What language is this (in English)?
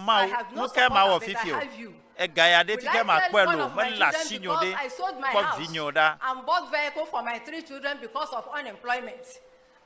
Ewe